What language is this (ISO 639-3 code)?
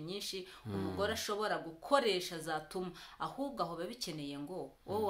kin